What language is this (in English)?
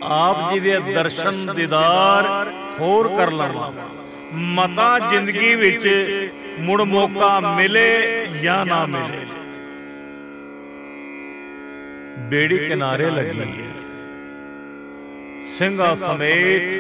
Punjabi